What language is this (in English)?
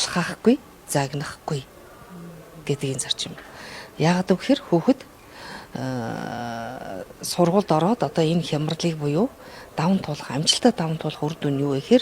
Mongolian